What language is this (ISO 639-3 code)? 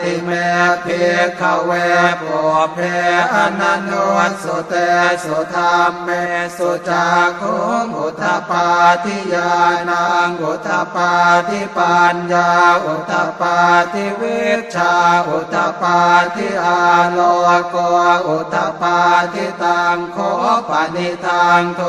pli